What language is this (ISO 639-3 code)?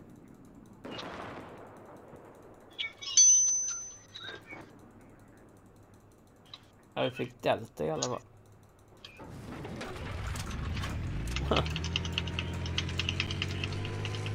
swe